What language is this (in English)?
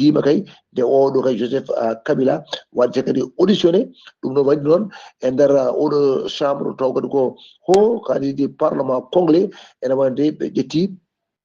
Fula